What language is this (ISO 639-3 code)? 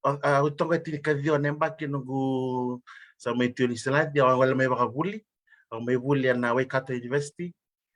fij